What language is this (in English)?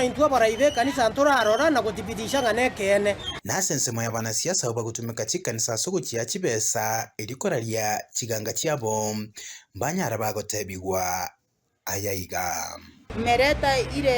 Gusii